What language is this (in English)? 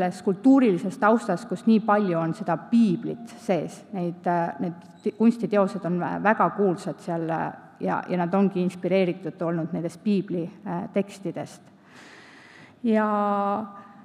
Estonian